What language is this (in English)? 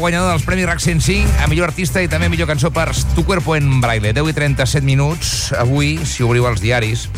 Catalan